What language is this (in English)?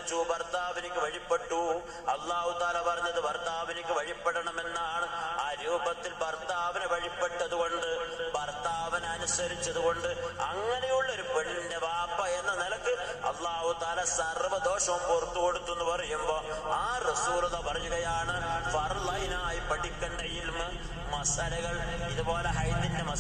Malayalam